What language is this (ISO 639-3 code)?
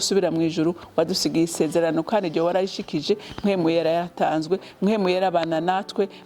run